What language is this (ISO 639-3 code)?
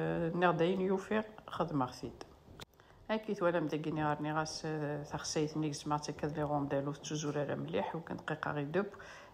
kab